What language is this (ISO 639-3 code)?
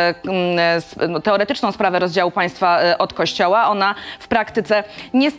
pol